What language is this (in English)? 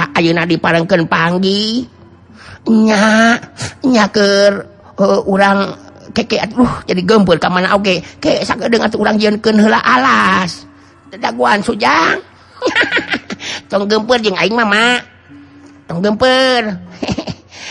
Sundanese